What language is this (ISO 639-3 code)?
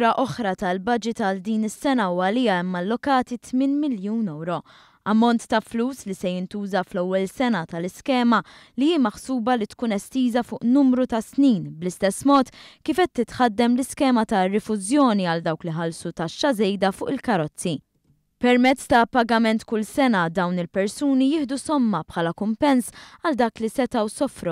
mlt